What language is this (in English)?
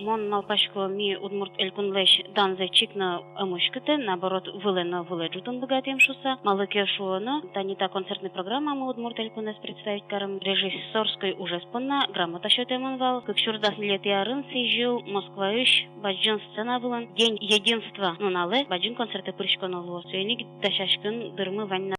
Udmurt